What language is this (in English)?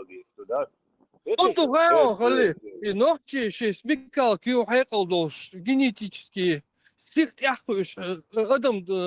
Chechen